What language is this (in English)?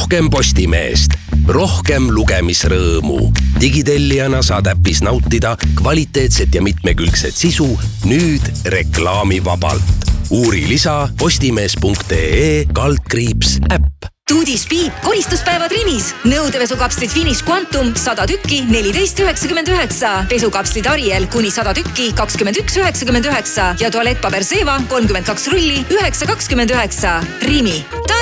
Estonian